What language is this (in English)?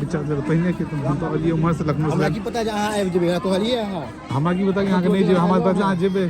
Maithili